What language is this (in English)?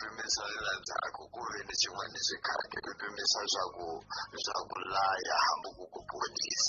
Tsonga